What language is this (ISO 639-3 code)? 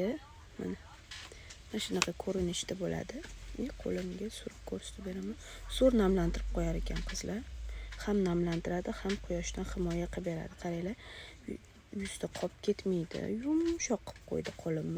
uzb